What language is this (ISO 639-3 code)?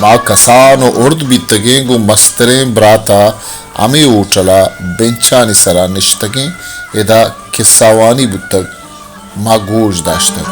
bal